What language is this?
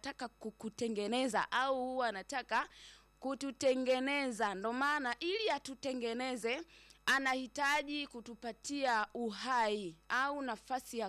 Swahili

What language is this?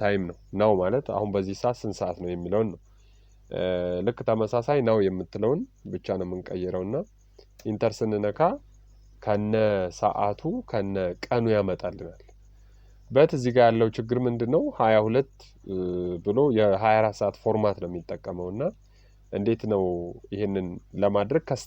Amharic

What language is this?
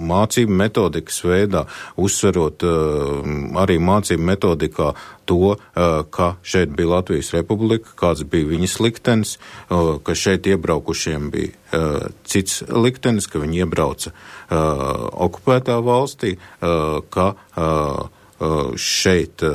Latvian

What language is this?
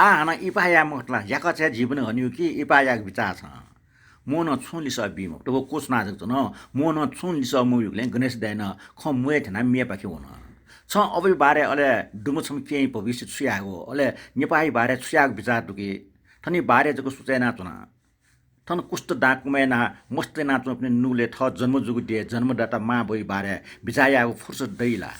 Newari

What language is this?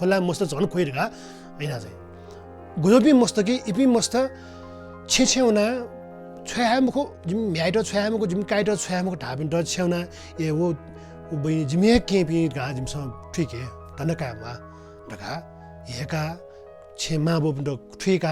Newari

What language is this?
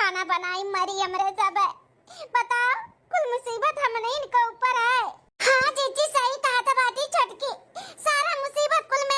Awadhi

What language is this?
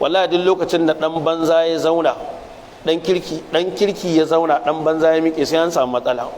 Hausa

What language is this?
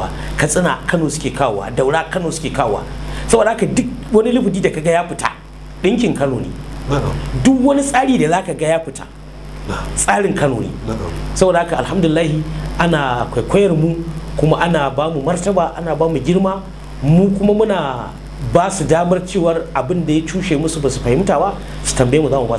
Hausa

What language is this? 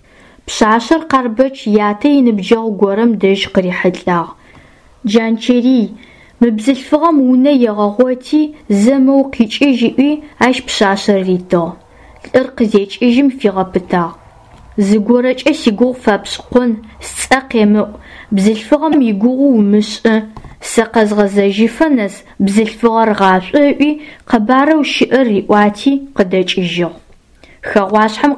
Adyghe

